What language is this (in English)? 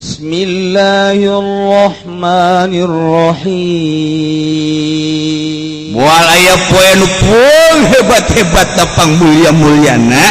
Sundanese